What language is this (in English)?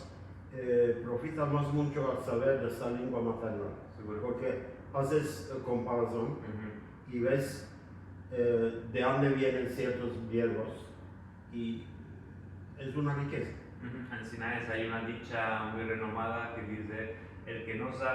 Ladino